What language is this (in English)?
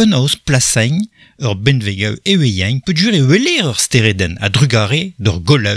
Breton